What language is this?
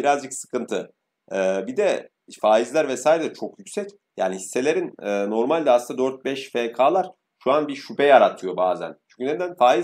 Turkish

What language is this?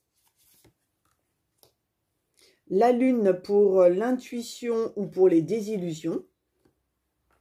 French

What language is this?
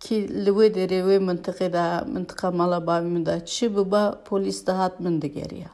Kurdish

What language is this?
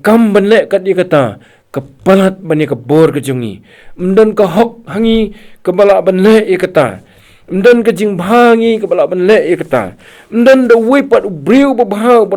Khasi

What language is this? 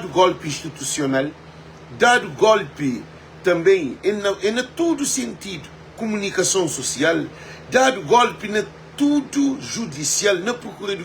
Kabuverdianu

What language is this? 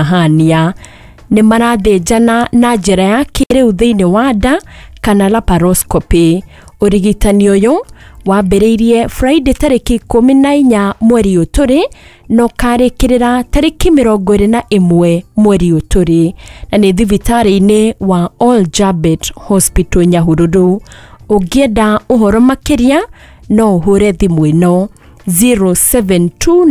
Kikuyu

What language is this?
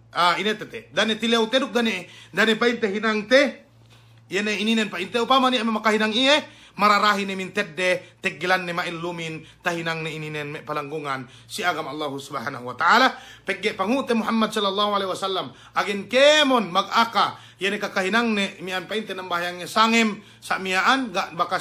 Yakan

